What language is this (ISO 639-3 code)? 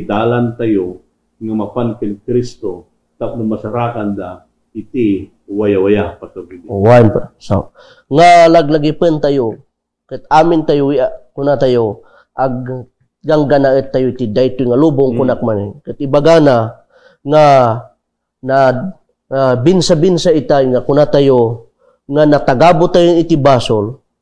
ilo